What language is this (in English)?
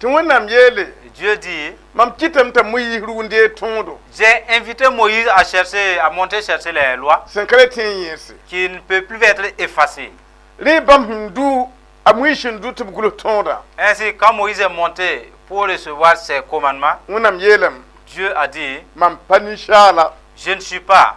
Mossi